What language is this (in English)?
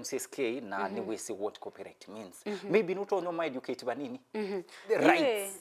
Kamba